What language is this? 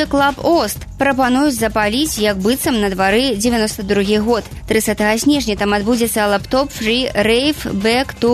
Belarusian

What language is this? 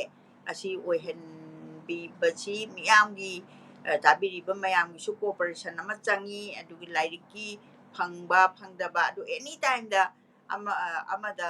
Manipuri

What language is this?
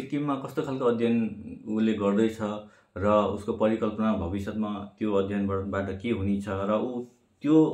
Nepali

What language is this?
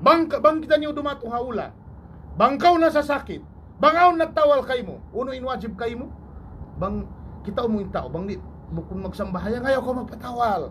Tausug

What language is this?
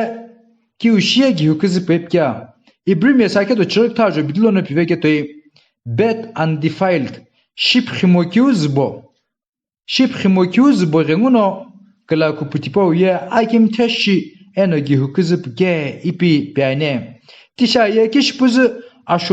Sumi Naga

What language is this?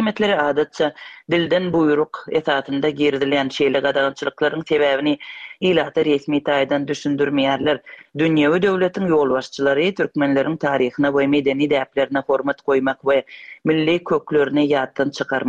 Turkmen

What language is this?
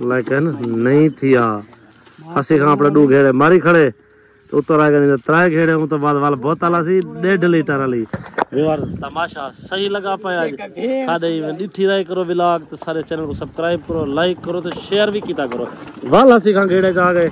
Saraiki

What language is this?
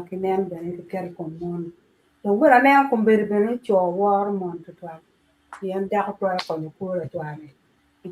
Acoli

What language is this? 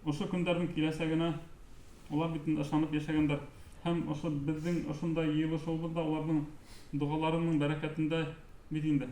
Bashkir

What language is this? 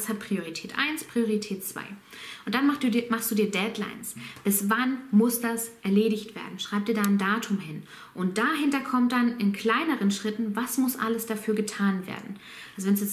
German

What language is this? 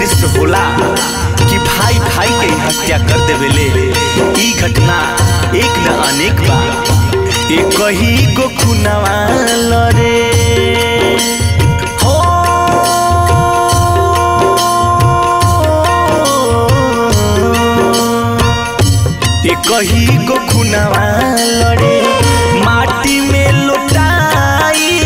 Bhojpuri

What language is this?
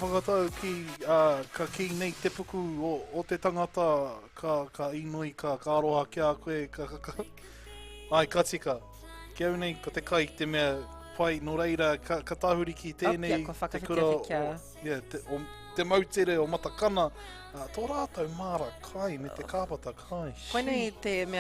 Māori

